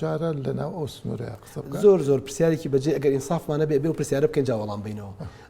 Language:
Central Kurdish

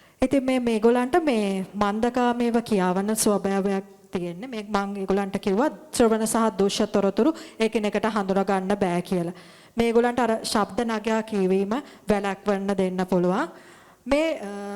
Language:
Sinhala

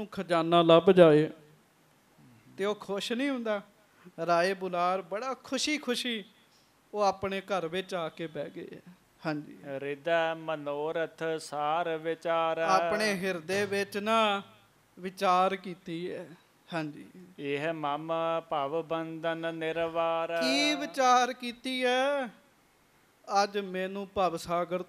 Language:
Punjabi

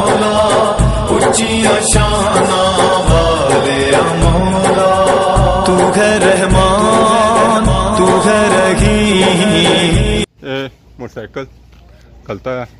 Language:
Pahari-Potwari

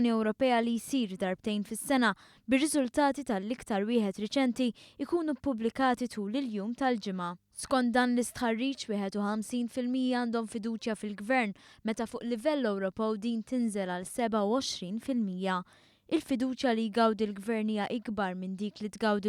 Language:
Maltese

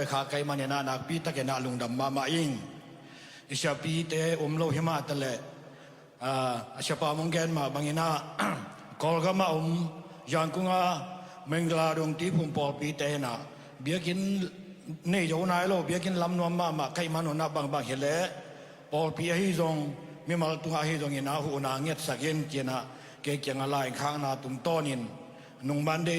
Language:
Tedim Chin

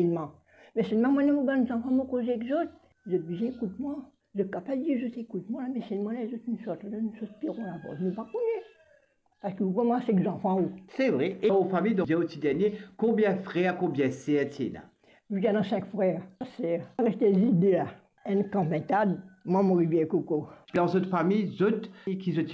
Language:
Morisyen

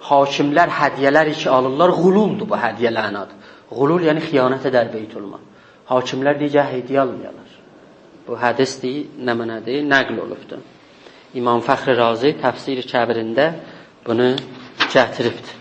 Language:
South Azerbaijani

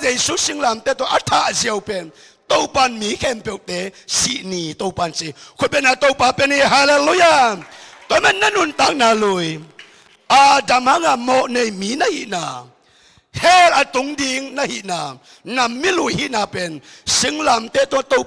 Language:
Tedim Chin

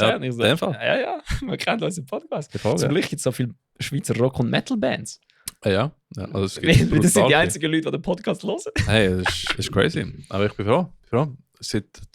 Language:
Swiss German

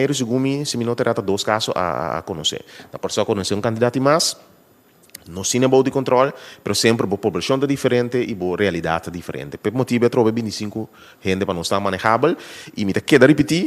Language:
Papiamento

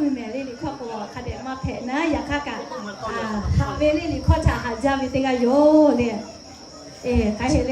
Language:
Lahu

